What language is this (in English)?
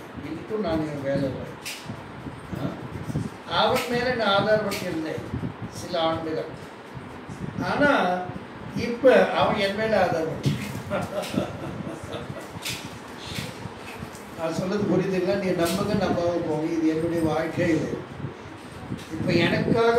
Tamil